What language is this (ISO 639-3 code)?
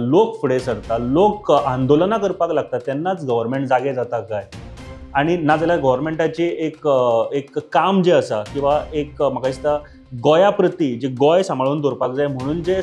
kok